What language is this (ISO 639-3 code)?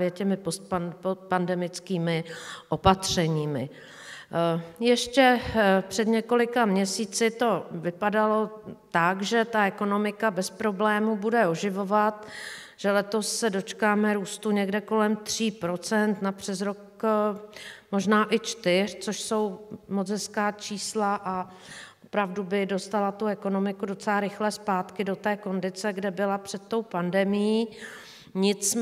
ces